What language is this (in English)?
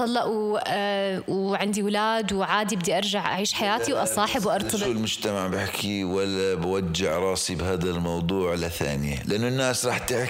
North Levantine Arabic